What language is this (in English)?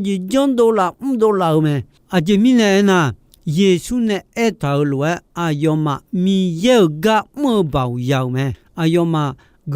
Akha